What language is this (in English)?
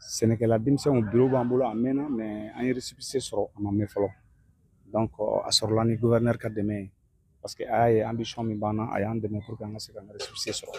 Bambara